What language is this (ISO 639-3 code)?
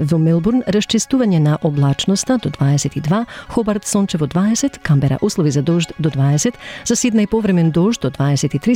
mkd